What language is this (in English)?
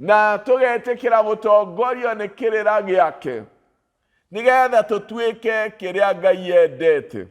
Kikuyu